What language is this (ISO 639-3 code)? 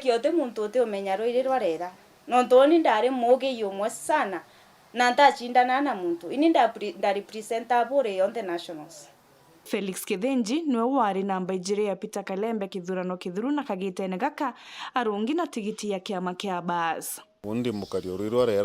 mer